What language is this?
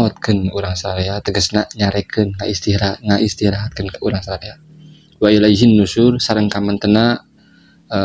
Sundanese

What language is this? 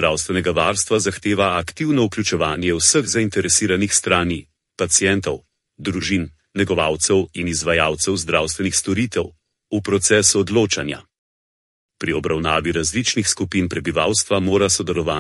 Slovenian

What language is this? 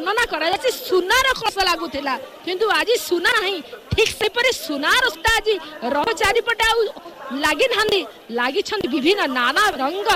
Odia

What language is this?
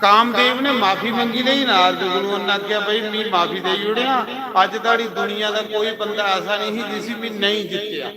Dogri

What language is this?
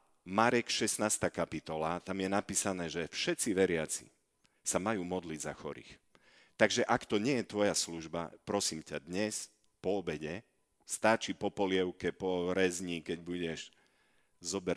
Slovak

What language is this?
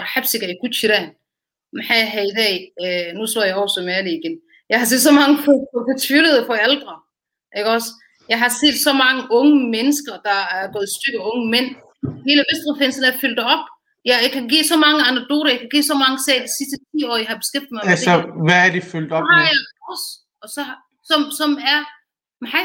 Danish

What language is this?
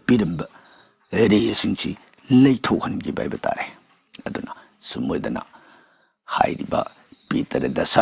Manipuri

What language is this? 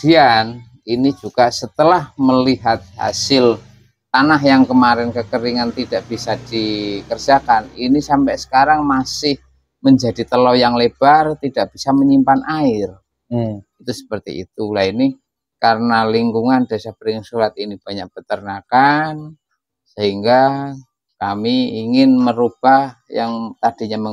Indonesian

